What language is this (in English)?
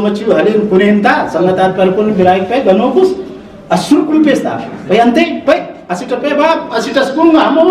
Brahui